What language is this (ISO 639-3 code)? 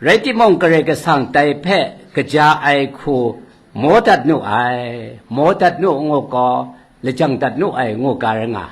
kac